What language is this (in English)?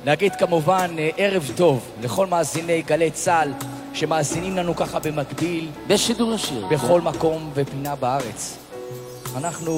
Hebrew